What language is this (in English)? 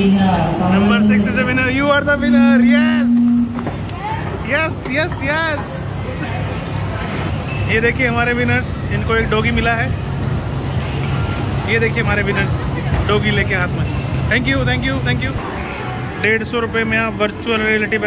Hindi